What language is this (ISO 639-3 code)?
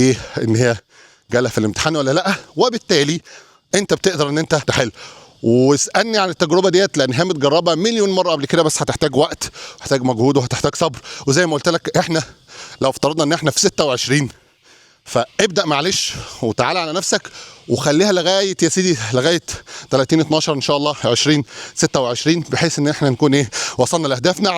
arz